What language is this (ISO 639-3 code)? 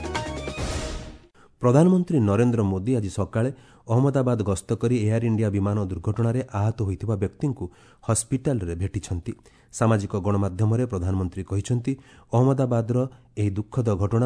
ori